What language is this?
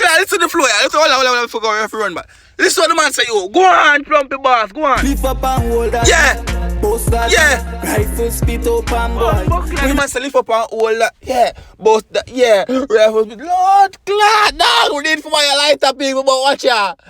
Jamaican Creole English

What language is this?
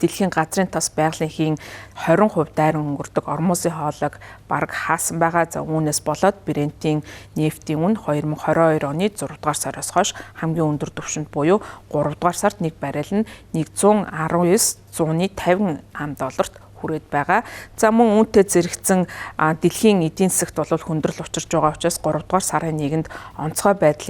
Mongolian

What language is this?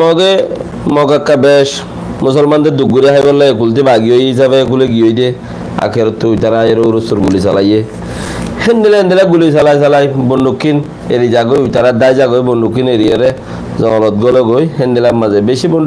Rohingya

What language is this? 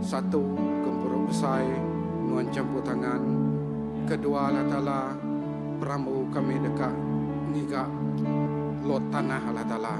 Iban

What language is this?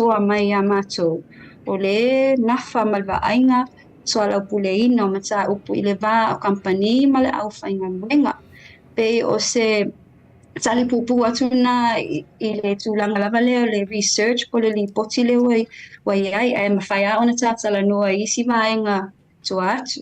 Samoan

